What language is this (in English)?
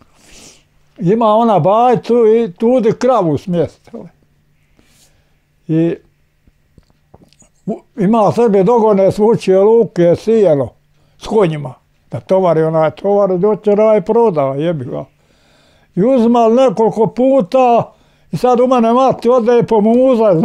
Bosnian